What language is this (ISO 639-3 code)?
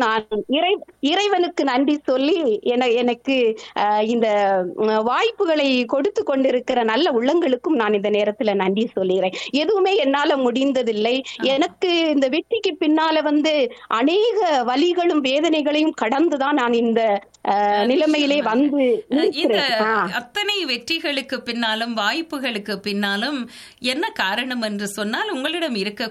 tam